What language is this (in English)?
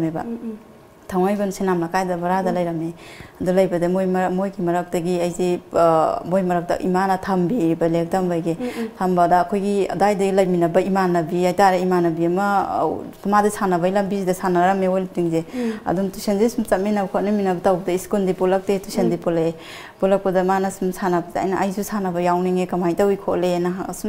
Manipuri